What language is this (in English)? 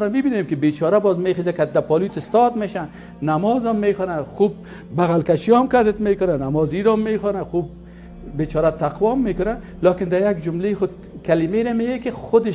Persian